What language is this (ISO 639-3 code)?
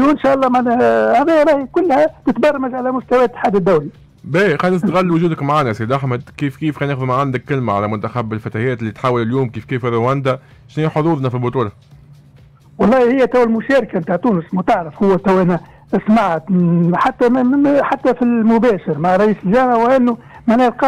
aeb